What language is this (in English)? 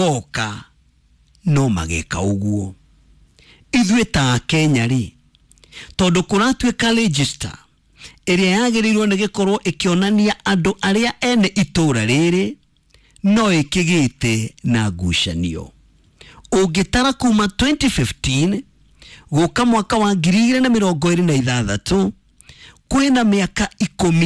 Kikuyu